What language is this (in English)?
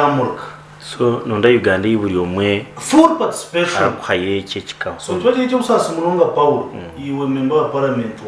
Nyankole